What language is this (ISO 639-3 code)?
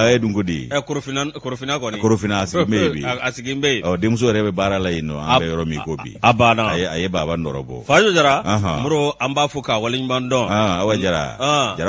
bam